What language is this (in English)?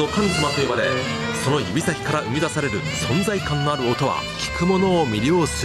Japanese